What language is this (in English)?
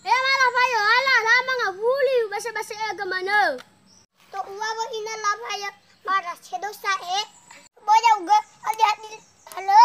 Nias